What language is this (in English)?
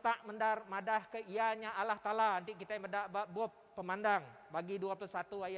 Iban